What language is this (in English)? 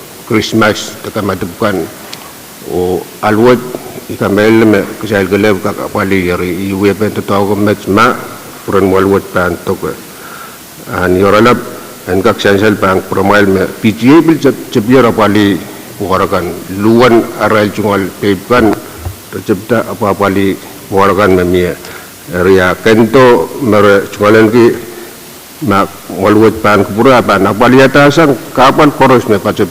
Pohnpeian